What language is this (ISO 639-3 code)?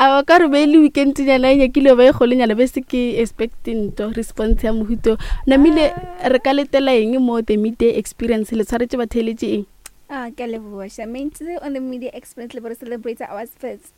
nso